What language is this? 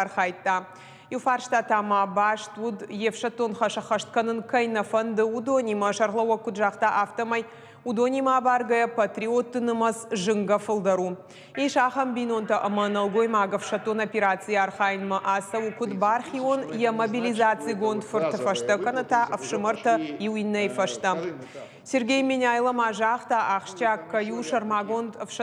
Ossetic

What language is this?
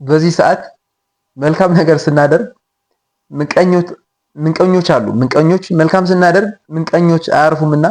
Amharic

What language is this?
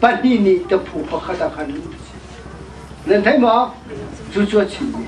Hakha Chin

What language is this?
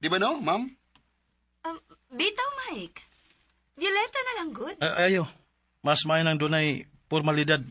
Cebuano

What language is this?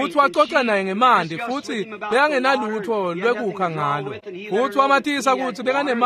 Swati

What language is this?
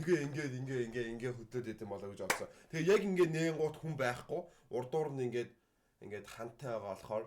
Mongolian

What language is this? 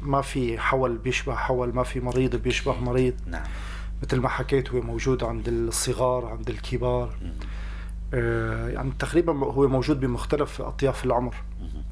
North Levantine Arabic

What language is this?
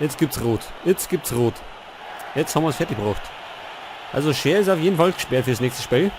Bavarian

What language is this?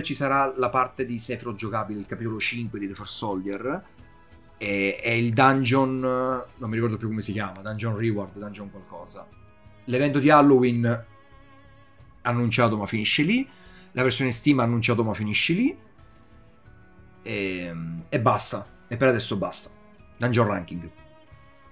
Italian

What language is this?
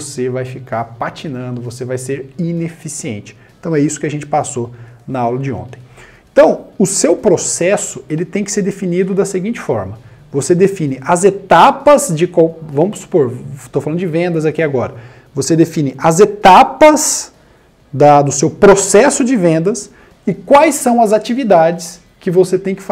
Portuguese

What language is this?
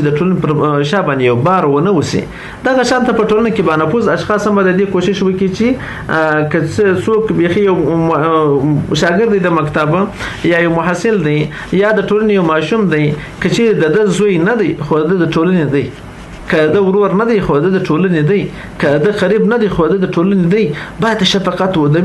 Pashto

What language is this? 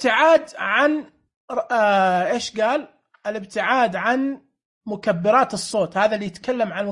Najdi Arabic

